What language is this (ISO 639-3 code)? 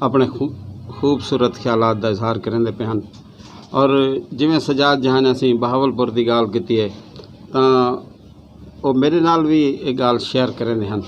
skr